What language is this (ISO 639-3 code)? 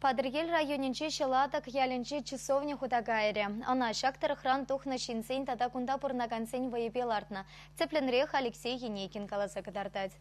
chv